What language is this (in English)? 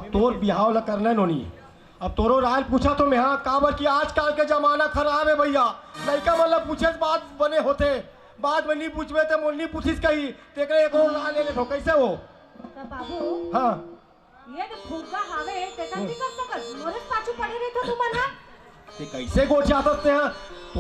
Chhattisgarhi